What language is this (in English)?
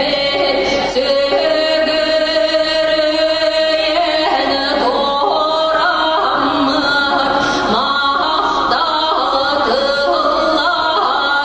Yakut